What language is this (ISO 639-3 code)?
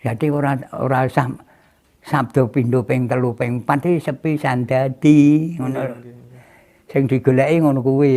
jav